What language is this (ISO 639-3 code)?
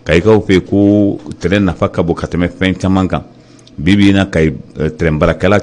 bam